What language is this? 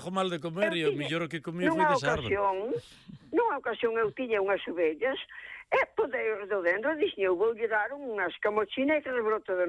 Galician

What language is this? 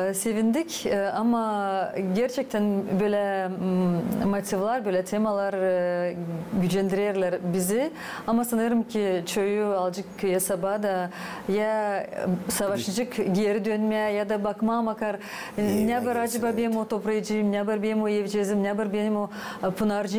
Gagauz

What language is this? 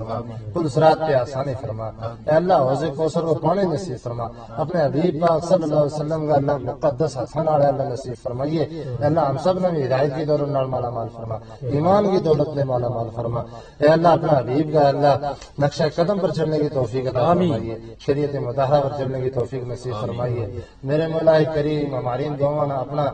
Gujari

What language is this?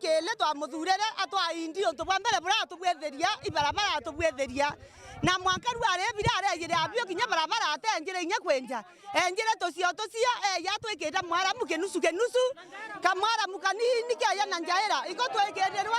Meru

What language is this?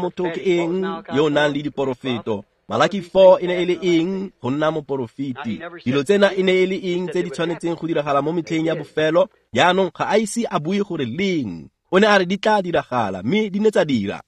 Tswana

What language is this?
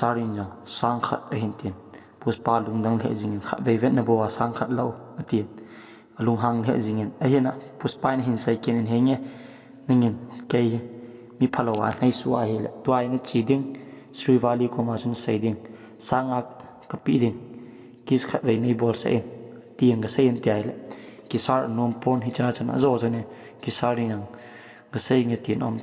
Thado Chin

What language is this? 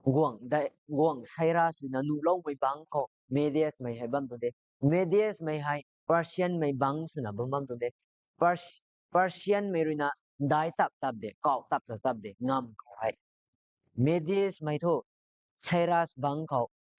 Rongmei Naga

